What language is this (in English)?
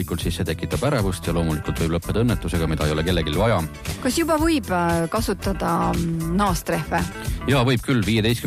Estonian